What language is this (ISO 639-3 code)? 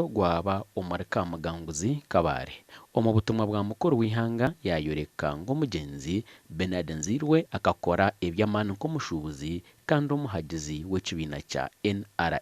nyn